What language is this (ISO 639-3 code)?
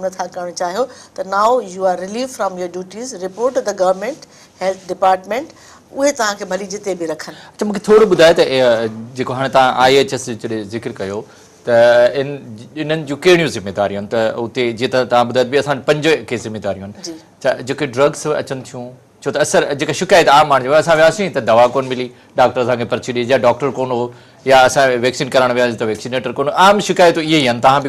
snd